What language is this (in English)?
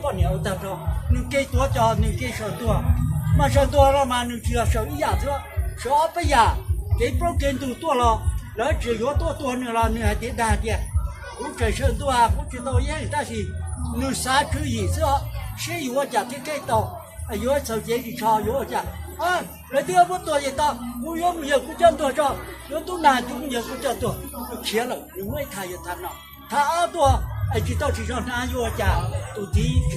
Hmong